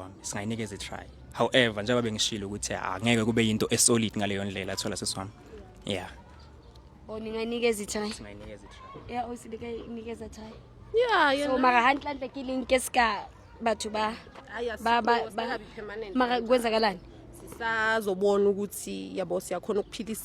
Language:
Zulu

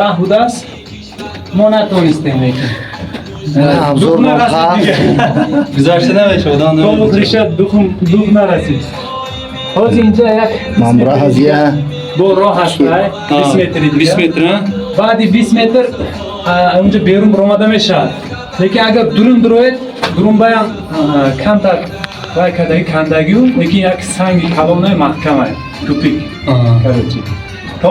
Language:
Tajik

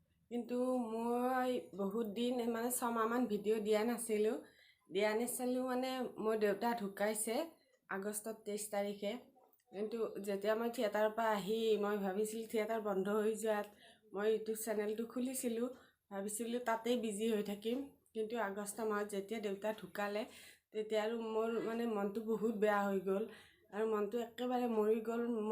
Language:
Assamese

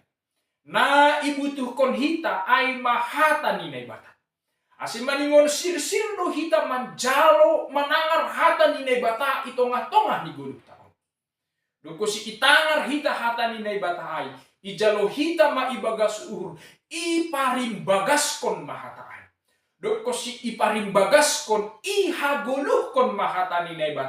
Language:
Batak Simalungun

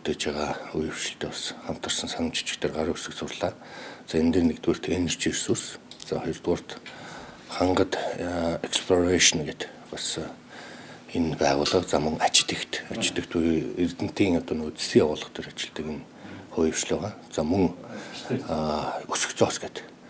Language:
Mongolian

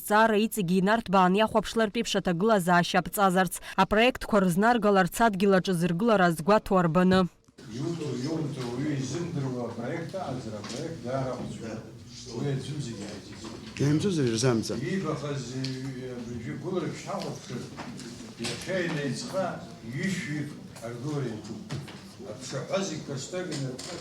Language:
Abkhazian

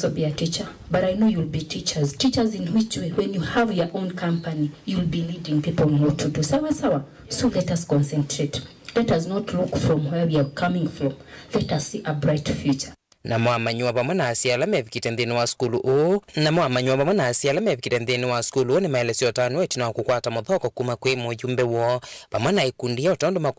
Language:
Kamba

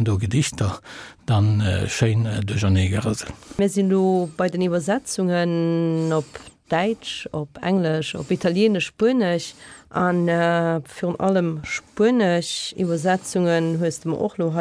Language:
Luxembourgish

